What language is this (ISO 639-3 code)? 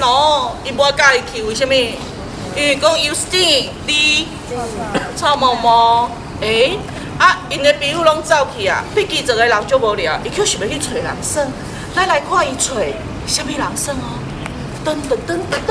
nan